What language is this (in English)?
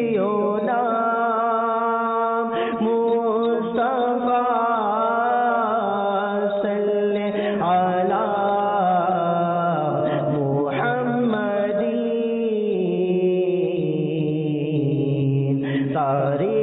Bangla